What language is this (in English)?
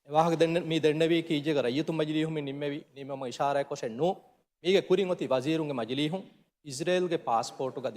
Divehi